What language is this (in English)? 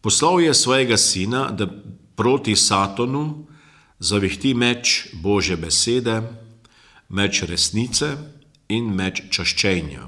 Slovenian